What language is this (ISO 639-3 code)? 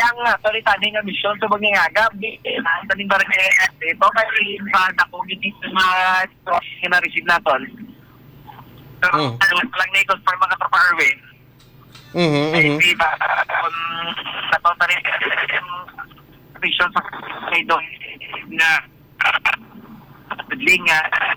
hil